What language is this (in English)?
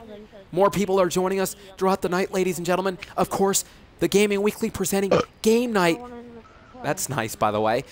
English